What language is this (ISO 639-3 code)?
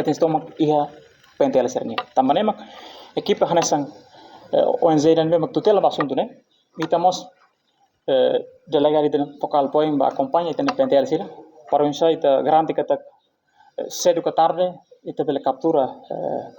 tet